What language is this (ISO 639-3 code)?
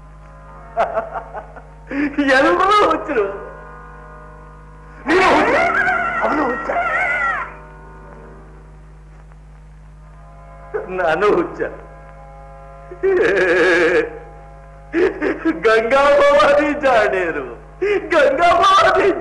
kan